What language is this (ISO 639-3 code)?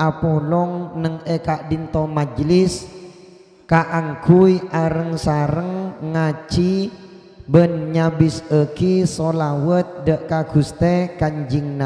mad